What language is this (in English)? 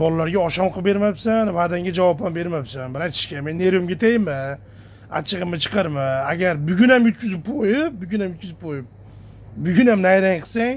Uzbek